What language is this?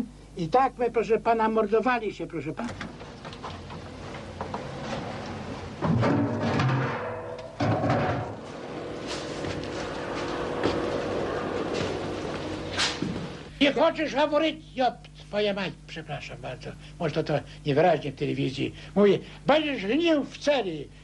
Polish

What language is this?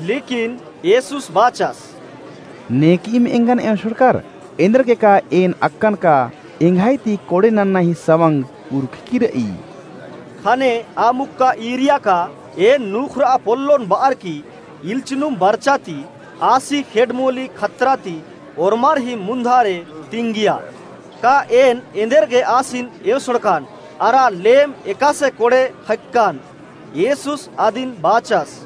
Kurukh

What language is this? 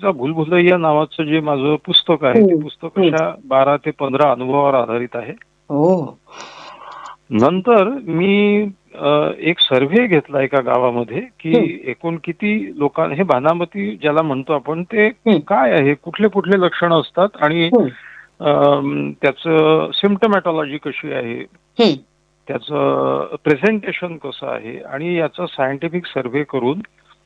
Marathi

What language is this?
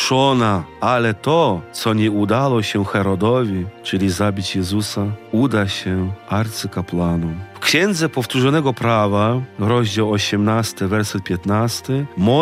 Polish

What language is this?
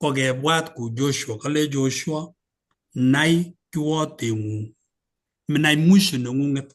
Kalenjin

